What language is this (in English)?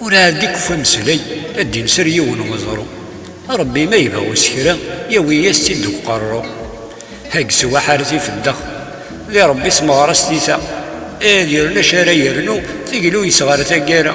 Kabyle